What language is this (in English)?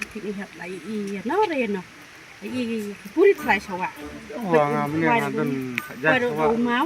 Khasi